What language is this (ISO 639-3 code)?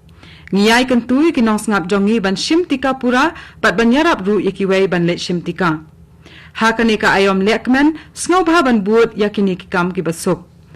kha